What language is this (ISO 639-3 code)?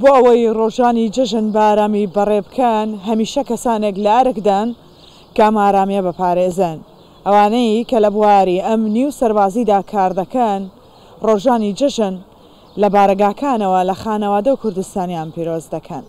ckb